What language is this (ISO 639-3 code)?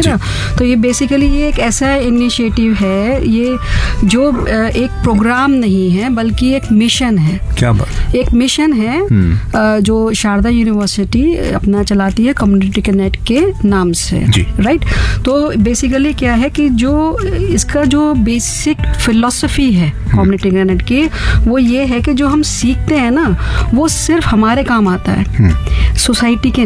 hin